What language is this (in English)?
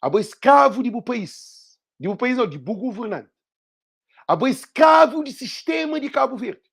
Kabuverdianu